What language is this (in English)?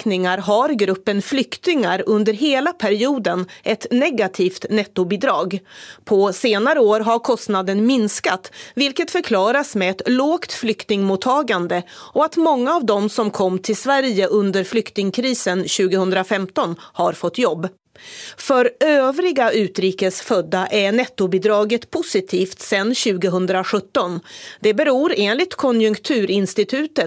Swedish